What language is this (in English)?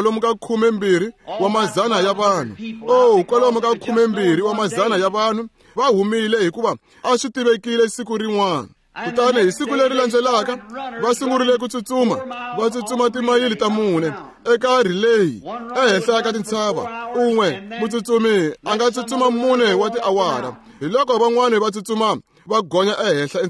Tsonga